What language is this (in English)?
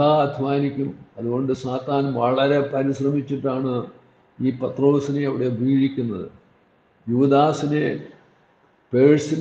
Malayalam